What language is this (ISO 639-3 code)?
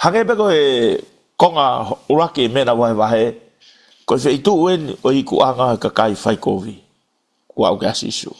ton